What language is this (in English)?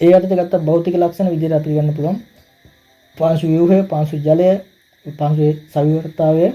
Sinhala